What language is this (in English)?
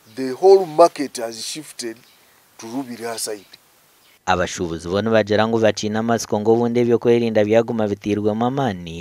Nyankole